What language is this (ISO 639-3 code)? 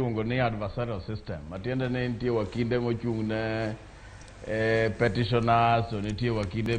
luo